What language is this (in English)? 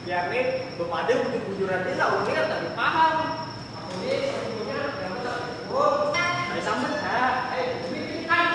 Banjar